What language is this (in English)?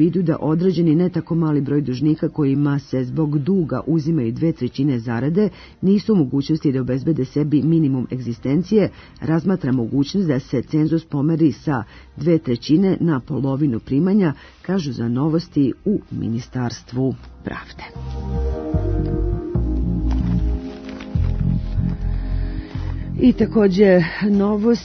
Serbian